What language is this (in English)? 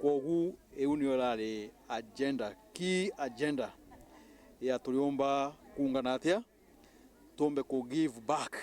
Meru